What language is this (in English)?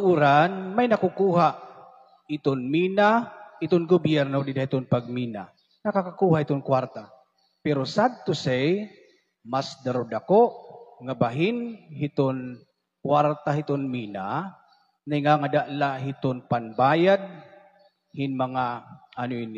Waray